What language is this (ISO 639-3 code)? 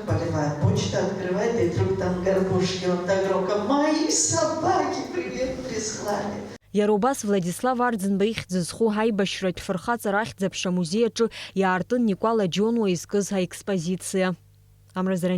abk